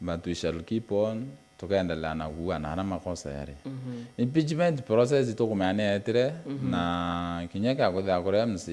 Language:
Meru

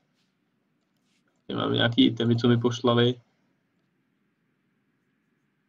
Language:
Czech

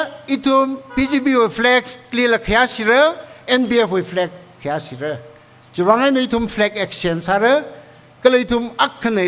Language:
Tangkhul Naga (India)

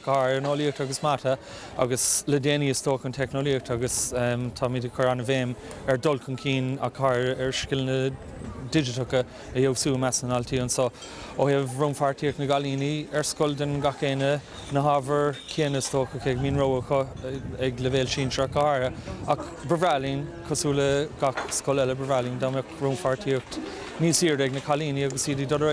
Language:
Irish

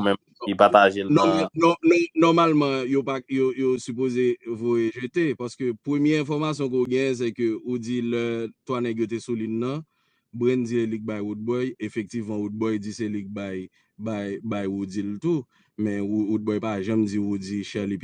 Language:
Haitian Creole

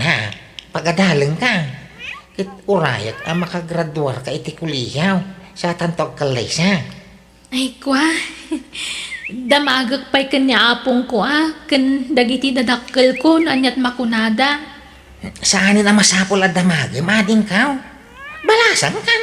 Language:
Iloko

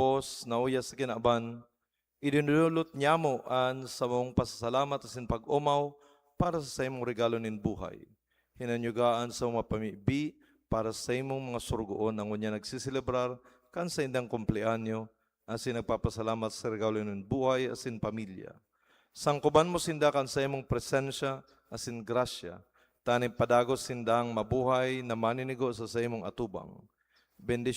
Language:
Bikol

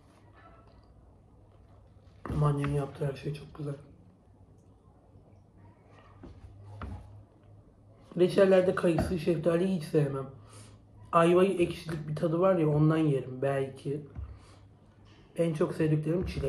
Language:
Turkish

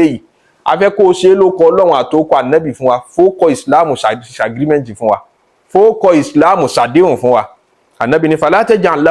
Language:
Yoruba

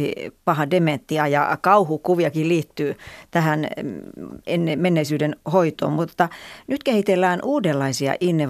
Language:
Finnish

